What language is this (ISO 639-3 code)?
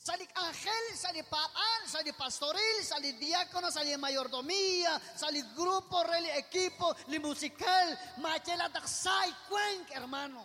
kek